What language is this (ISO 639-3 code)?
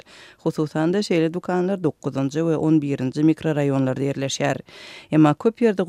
tuk